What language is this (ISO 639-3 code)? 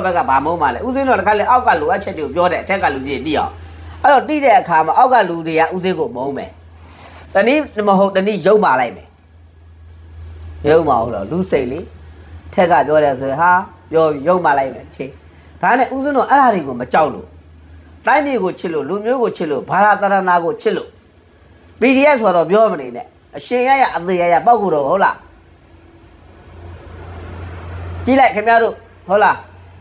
mya